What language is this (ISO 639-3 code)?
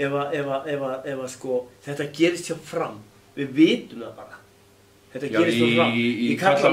isl